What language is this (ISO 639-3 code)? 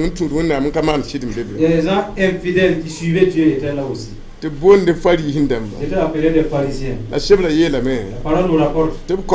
mos